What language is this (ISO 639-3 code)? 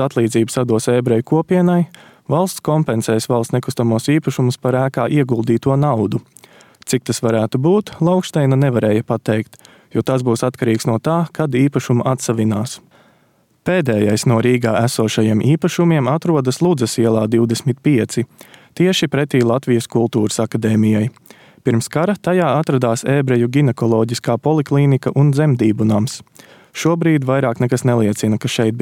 lav